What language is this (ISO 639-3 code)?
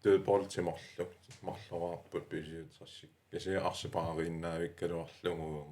kal